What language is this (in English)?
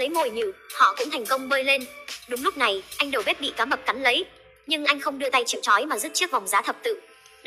Vietnamese